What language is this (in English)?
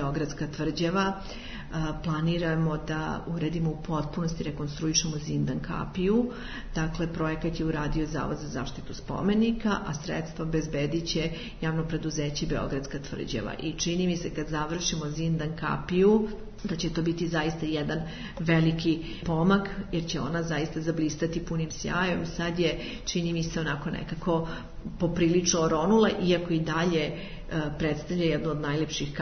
Serbian